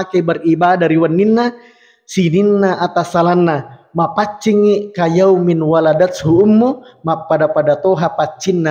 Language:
Buginese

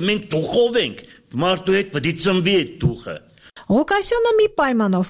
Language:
Armenian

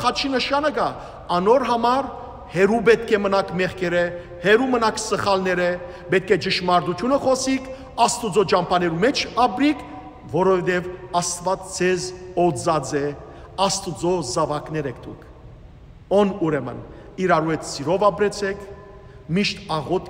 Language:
Western Armenian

